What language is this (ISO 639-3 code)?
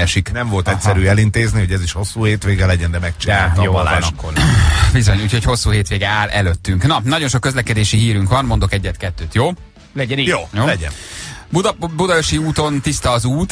hun